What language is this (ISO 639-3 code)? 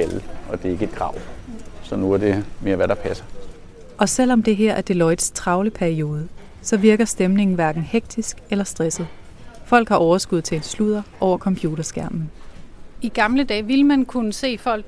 dan